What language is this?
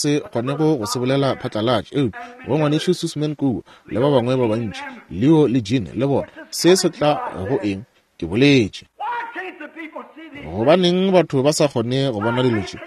Northern Sotho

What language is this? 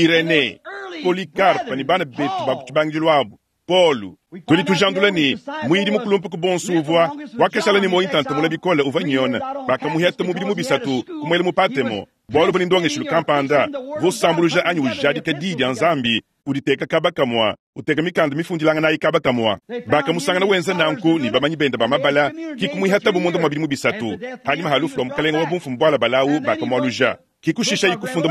Luba-Lulua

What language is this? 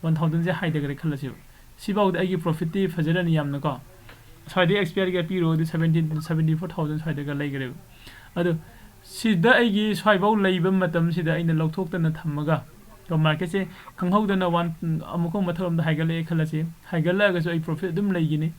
Manipuri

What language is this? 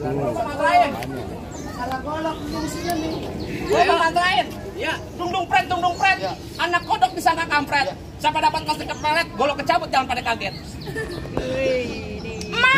Betawi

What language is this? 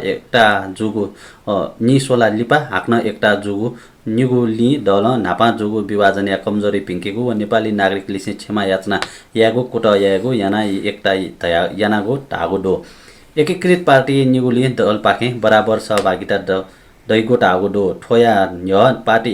Newari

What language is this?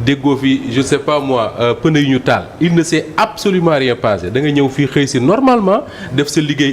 Wolof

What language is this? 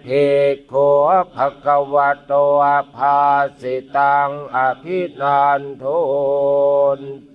Pali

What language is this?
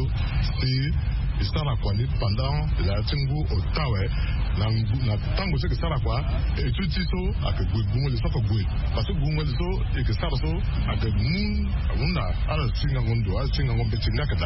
Sango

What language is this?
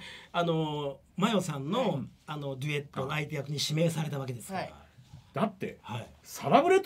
Japanese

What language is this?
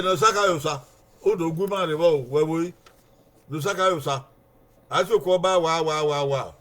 Bini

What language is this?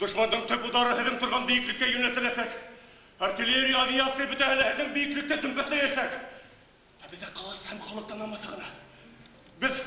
Bashkir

